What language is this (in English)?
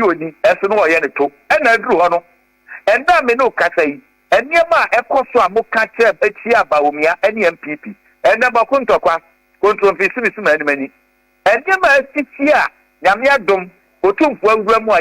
Akan